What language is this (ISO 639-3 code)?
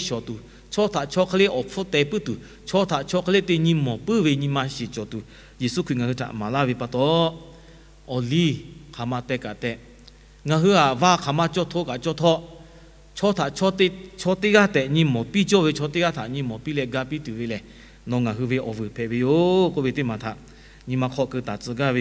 lhu